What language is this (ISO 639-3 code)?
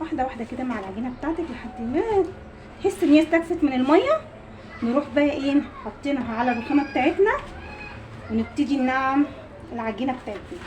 arz